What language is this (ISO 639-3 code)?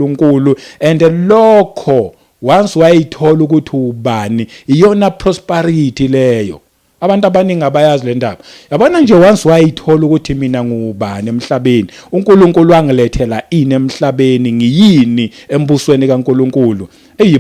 zul